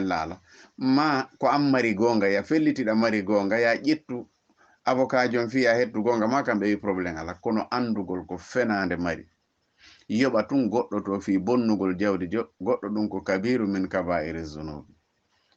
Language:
Fula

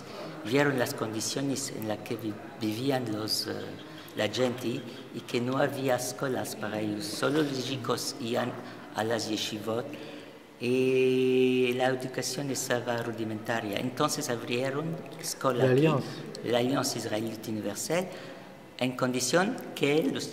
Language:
Ladino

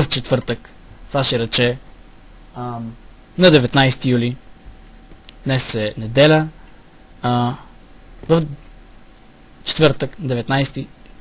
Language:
Bulgarian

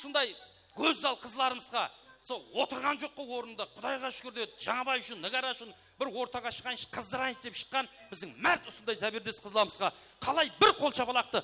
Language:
Kara-Kalpak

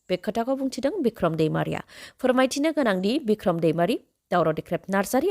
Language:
Bodo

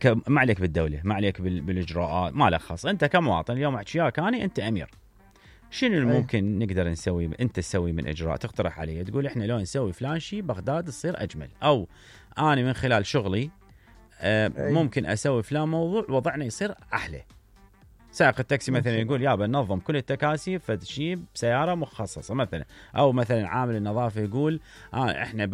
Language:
Mesopotamian Arabic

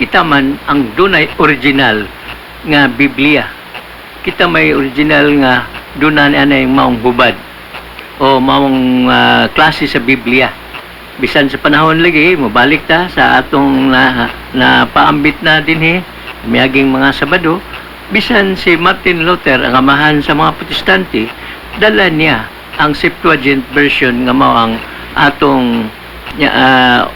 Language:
Cebuano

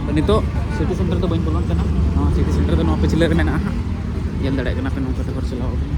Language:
Santali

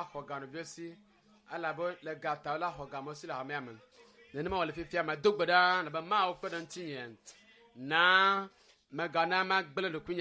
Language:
Ewe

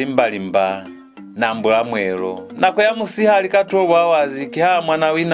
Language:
Lozi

